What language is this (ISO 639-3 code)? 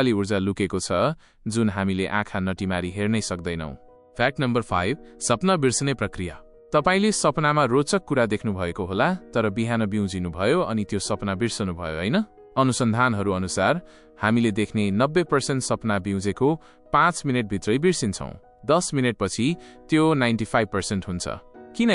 nep